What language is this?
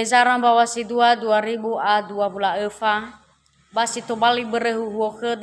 Nias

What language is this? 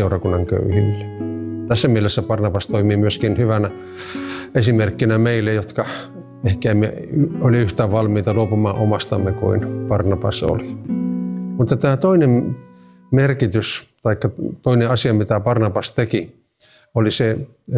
Finnish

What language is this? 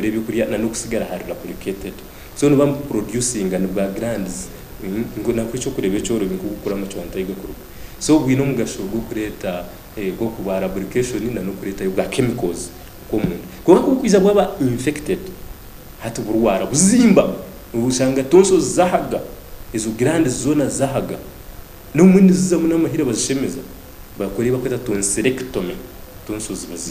Nyankole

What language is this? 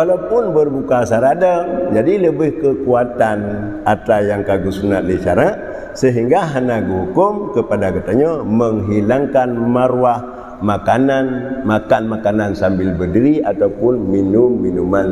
Achinese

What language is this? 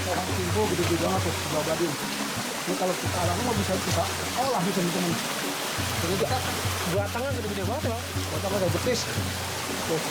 Betawi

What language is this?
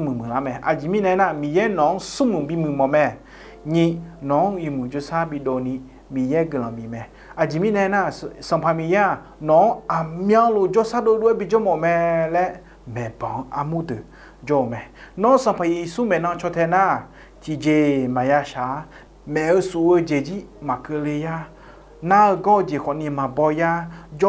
Akha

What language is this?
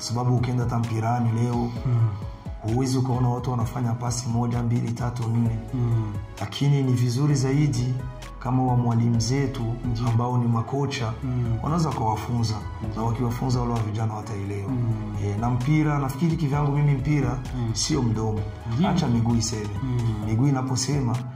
Swahili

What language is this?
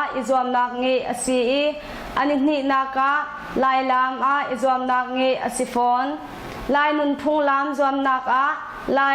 Hakha Chin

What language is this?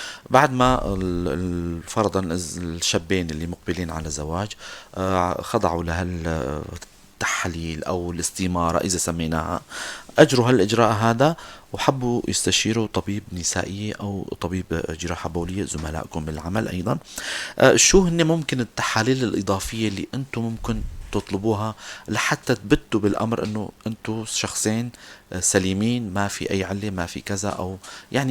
North Levantine Arabic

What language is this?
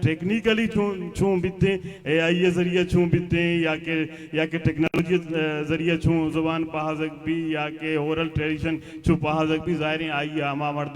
Baluchi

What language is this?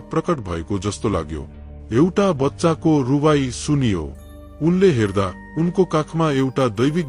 Nepali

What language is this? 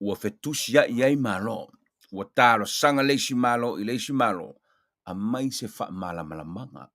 Samoan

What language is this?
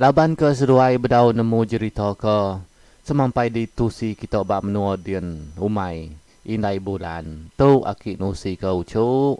Iban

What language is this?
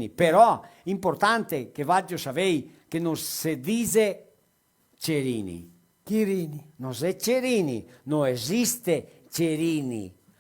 Venetian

